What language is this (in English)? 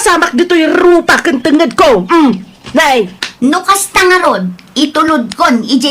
Iloko